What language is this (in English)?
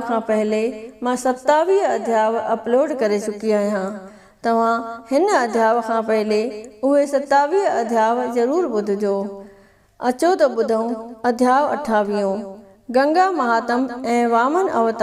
Sindhi